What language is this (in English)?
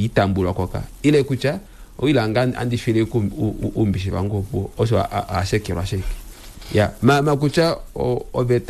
Kuanyama